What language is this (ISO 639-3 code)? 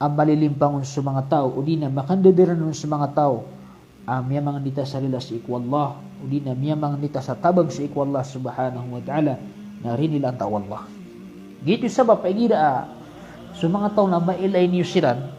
mrw